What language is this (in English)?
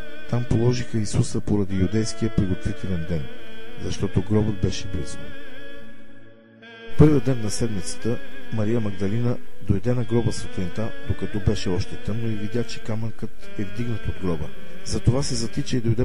Bulgarian